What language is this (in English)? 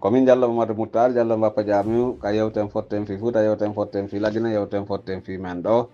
Pular